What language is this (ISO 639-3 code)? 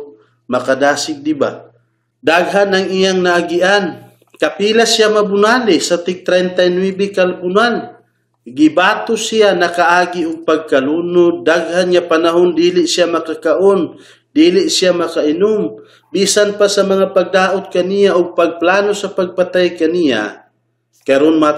ceb